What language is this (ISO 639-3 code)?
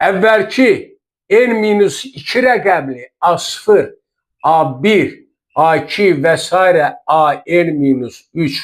aze